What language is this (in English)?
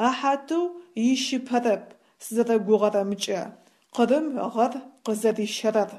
Adyghe